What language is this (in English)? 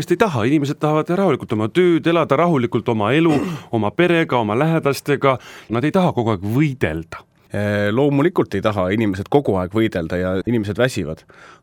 Estonian